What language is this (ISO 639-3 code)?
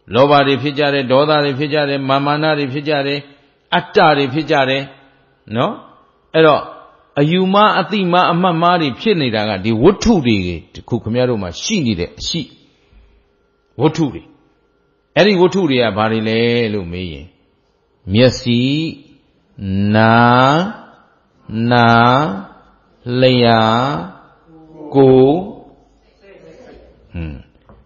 mya